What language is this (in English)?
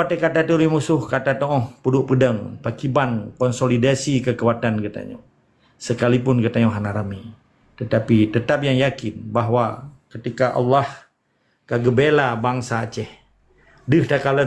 Achinese